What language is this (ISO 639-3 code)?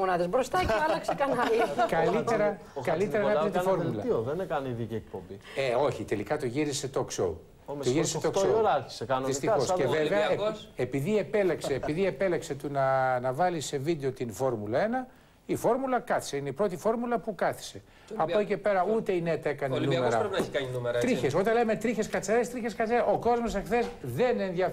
ell